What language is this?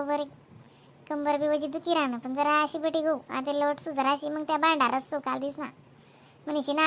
Khandesi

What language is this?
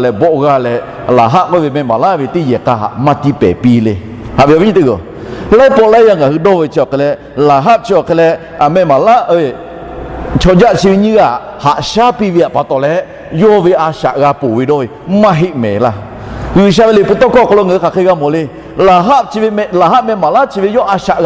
Lahu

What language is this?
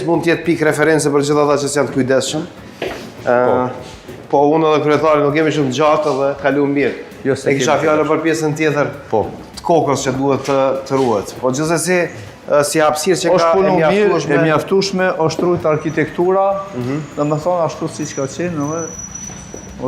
Albanian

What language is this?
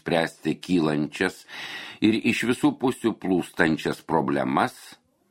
Lithuanian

